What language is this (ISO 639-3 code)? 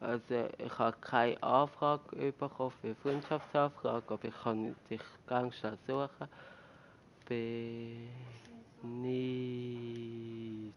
gsw